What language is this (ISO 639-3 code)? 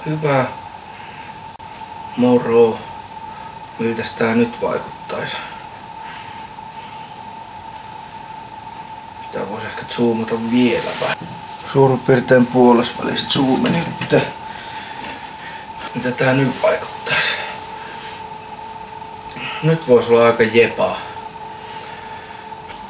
fin